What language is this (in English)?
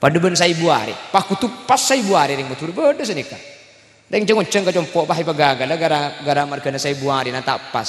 Madurese